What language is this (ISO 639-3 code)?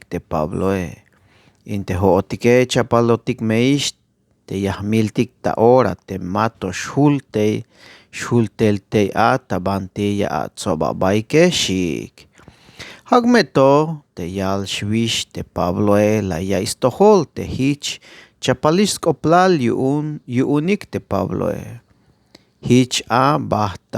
tzh